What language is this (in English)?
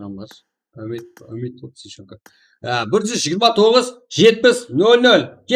Kara-Kalpak